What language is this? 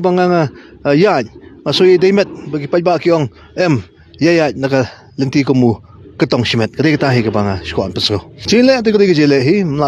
Khasi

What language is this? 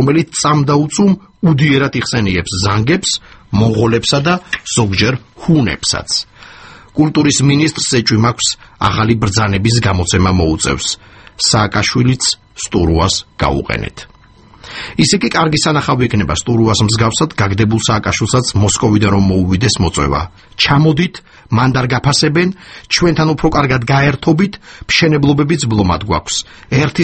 Georgian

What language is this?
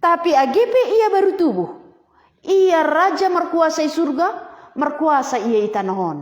Batak Simalungun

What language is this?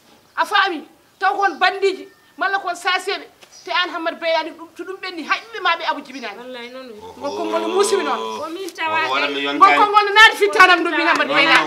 Fula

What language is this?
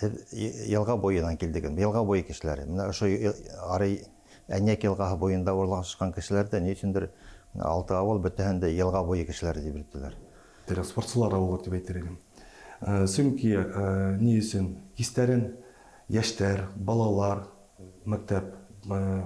Bashkir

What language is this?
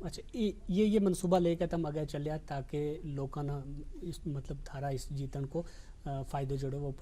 Gujari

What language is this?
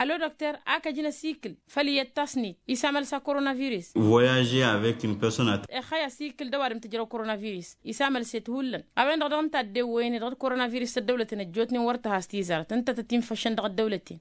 Tamasheq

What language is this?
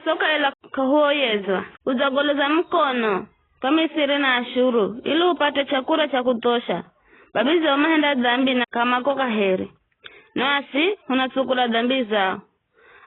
Giryama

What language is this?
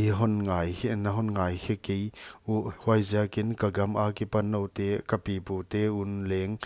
Paite Chin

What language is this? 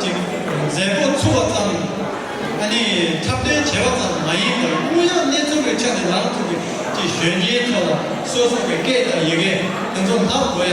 Tibetan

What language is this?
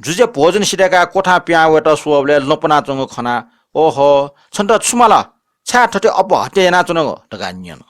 Newari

